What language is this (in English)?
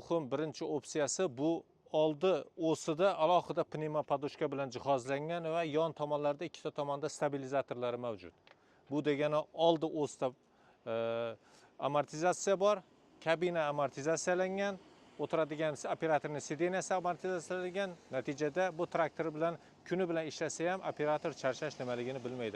Uzbek